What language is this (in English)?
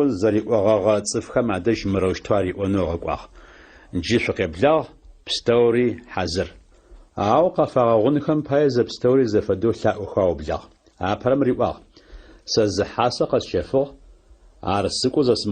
Adyghe